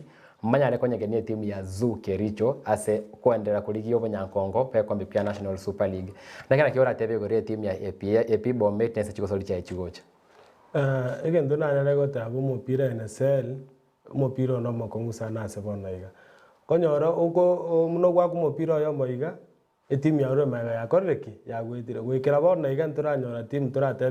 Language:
Gusii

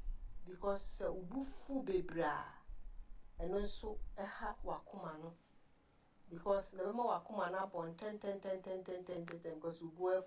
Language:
Akan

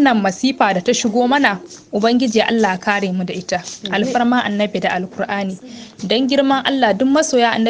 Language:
Hausa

